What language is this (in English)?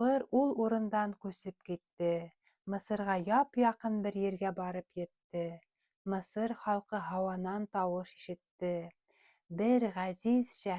Bashkir